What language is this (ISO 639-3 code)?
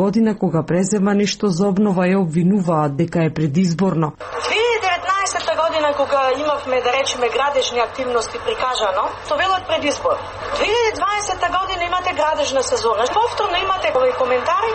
mkd